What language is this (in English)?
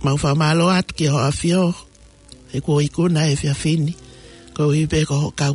Tongan